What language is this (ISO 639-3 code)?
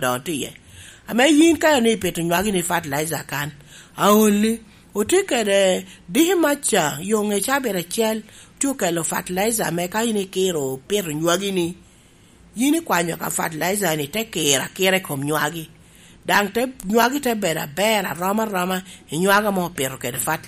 laj